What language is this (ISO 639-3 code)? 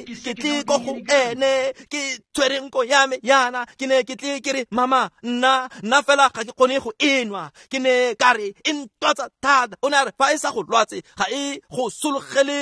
tsn